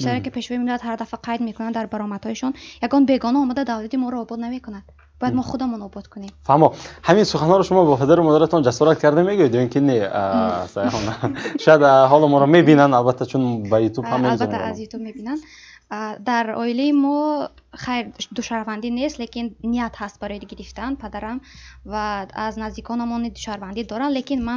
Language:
Tajik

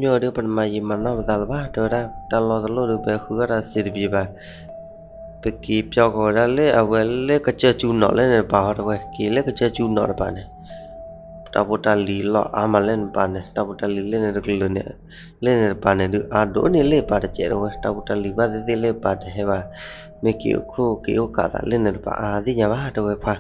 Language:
S'gaw Karen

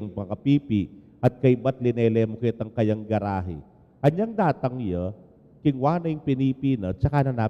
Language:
Pampanga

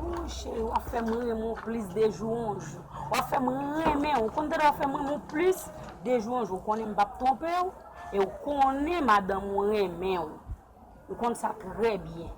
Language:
Haitian Creole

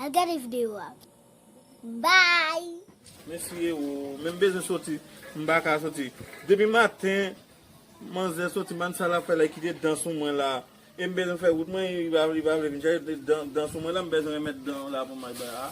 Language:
Haitian Creole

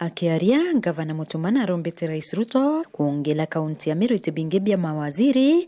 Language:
Meru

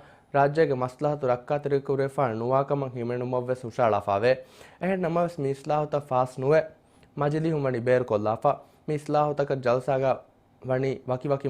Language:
Divehi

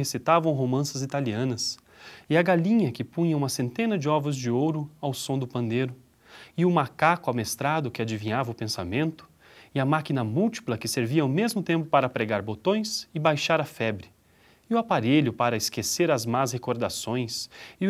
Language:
Portuguese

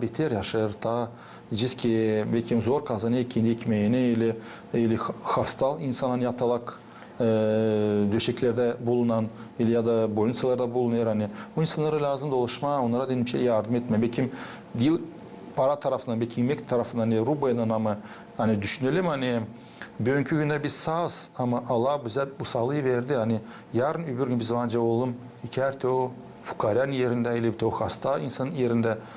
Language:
Gagauz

